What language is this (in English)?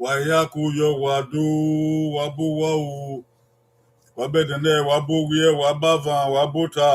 Bini